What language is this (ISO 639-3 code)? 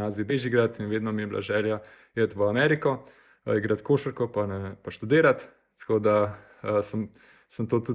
slv